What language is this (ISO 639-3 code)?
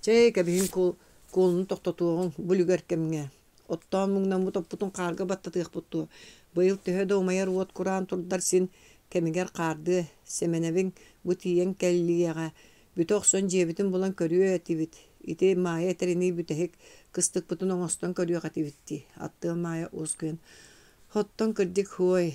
sah